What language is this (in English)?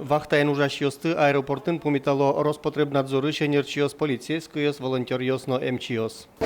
Udmurt